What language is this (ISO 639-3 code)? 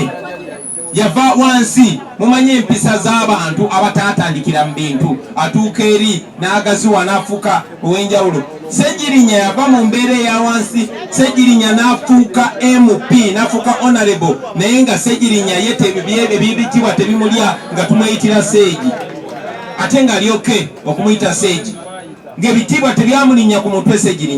lug